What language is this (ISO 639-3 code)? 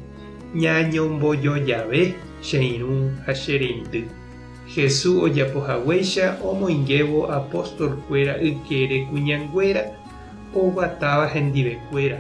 grn